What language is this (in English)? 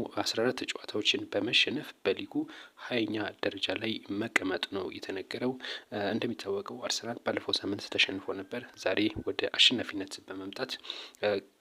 Amharic